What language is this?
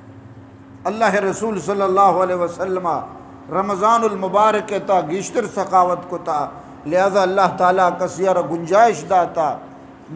Eastern Balochi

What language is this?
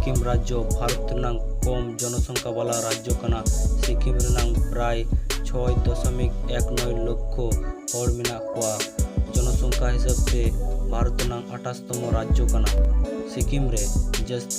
Santali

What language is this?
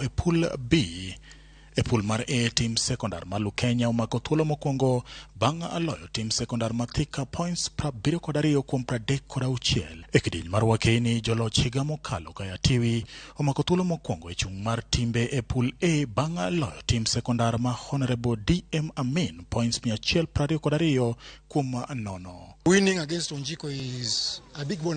Luo (Kenya and Tanzania)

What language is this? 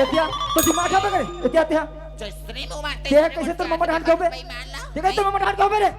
Chhattisgarhi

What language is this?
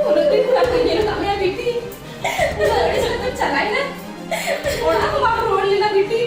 Santali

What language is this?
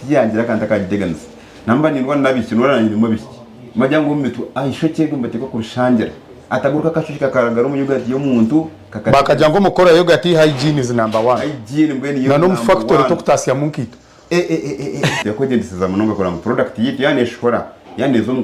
Nyankole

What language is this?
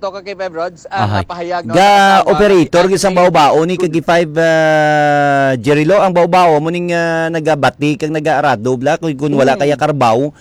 Hiligaynon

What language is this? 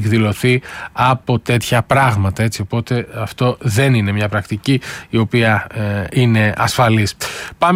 Greek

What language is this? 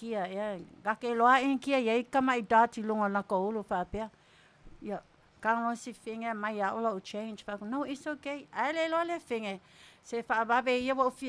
Samoan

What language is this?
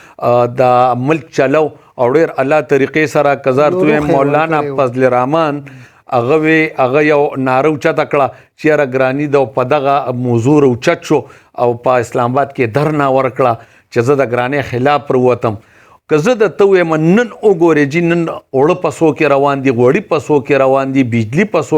Pashto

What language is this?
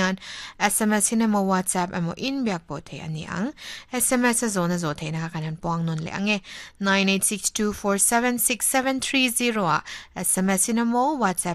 Mizo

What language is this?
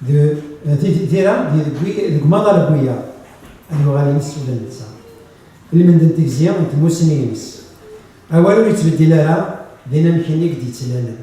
Kabyle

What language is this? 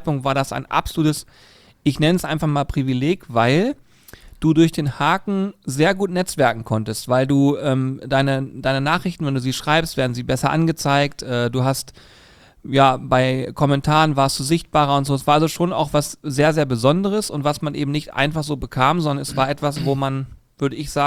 German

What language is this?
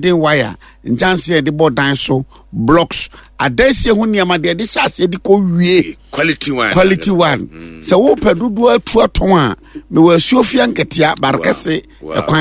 Akan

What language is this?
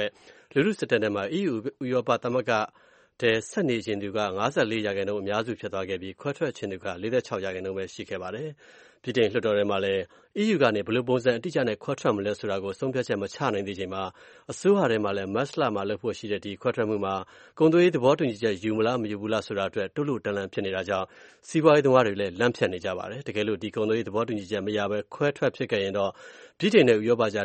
Burmese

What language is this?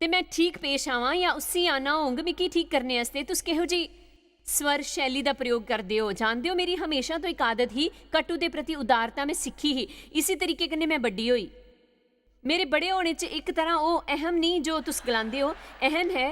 Dogri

